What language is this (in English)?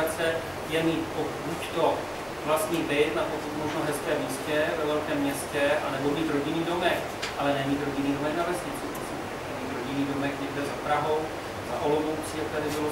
Czech